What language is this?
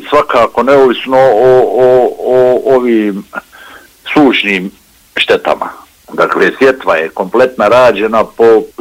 Bosnian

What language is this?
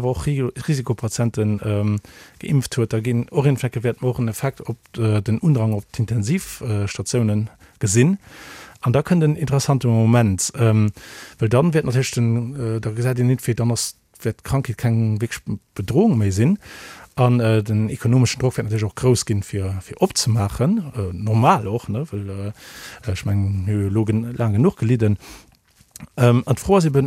Luxembourgish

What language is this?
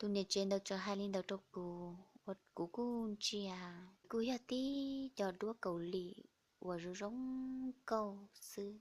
Hmong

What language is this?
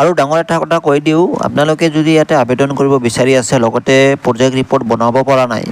Assamese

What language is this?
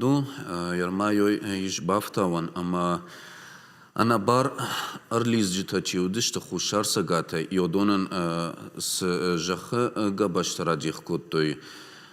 Ossetic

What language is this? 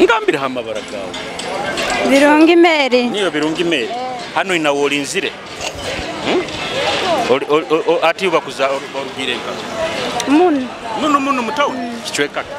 Nyoro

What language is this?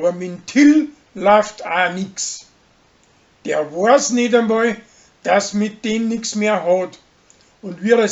Bavarian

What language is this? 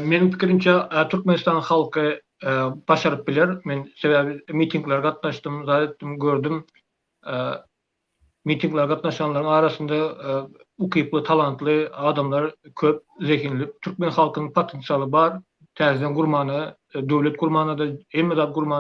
Turkmen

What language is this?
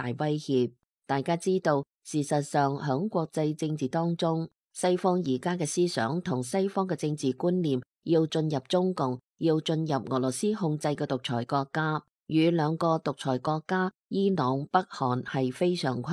Cantonese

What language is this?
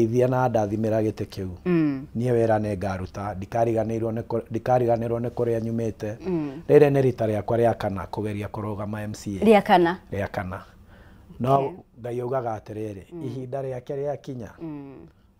Kikuyu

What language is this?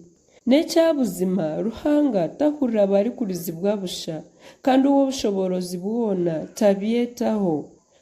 Nyankole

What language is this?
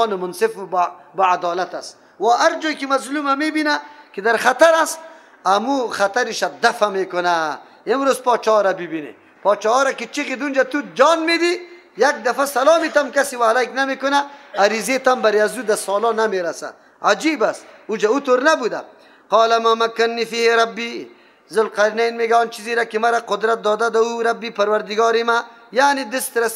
Persian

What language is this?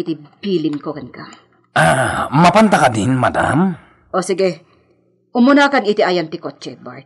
Iloko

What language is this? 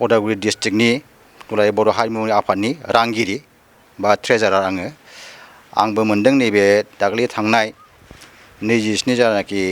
Bodo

